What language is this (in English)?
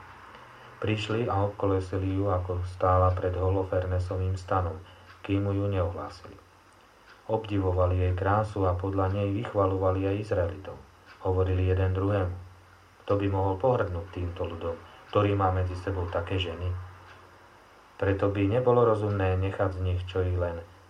Slovak